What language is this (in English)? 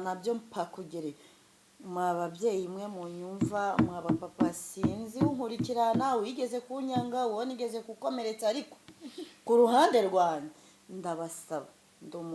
Kinyarwanda